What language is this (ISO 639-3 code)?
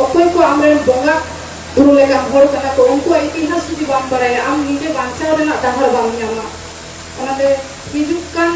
sat